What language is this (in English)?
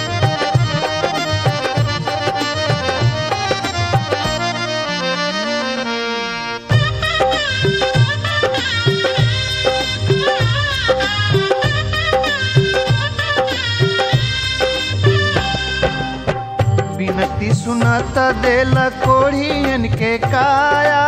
Bhojpuri